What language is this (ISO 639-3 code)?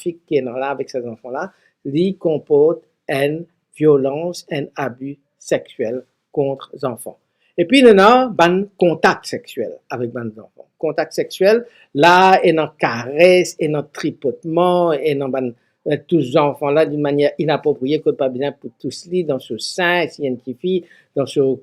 mfe